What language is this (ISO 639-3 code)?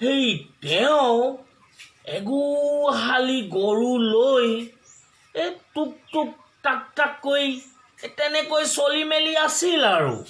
asm